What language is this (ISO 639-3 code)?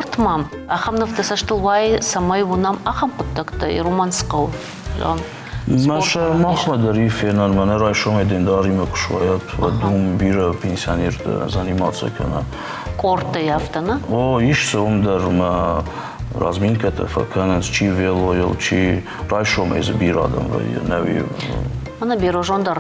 oss